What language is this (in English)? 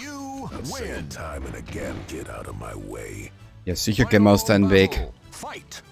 Bavarian